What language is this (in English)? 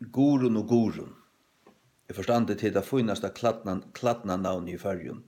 Faroese